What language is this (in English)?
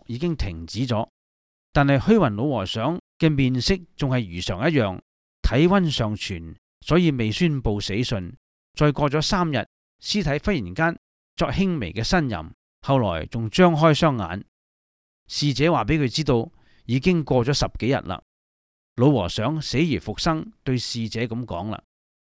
Cantonese